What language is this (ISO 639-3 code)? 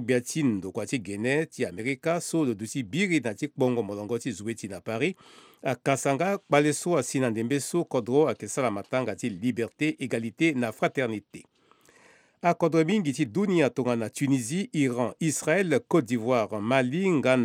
sag